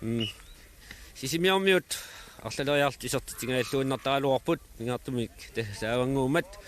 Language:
Kalaallisut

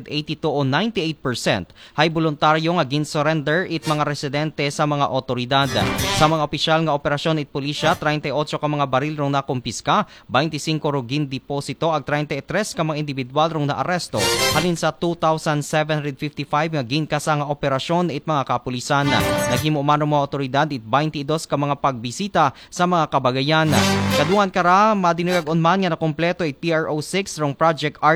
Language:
Aklanon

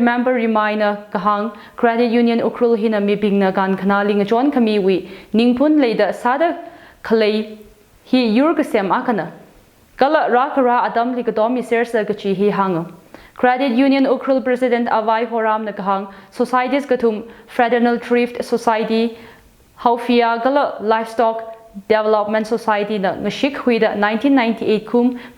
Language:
Tangkhul Naga (India)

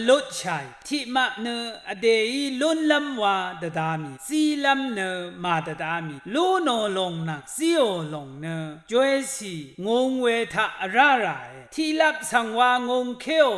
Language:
Rawang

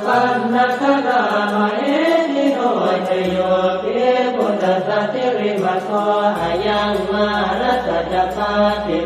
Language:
Pali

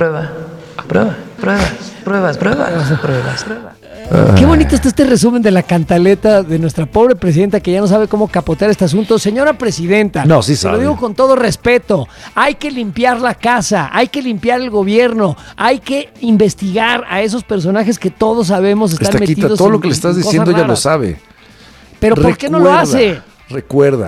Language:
Spanish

